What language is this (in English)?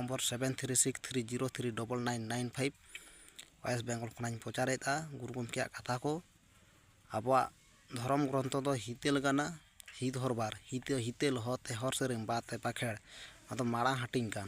Santali